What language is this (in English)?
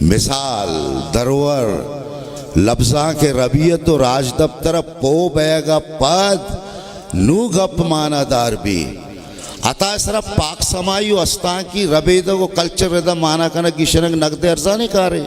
Baluchi